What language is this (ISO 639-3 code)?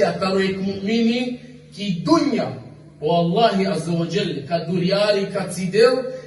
rmn